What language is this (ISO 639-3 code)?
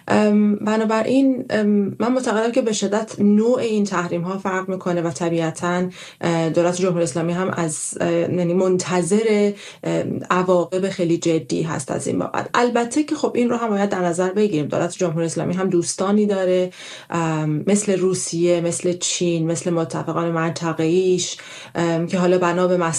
fas